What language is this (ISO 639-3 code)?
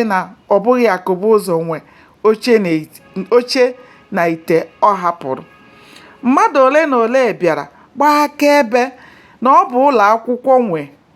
ibo